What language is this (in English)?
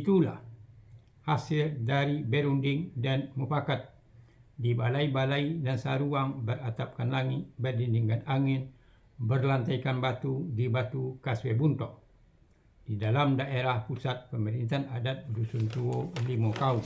Minangkabau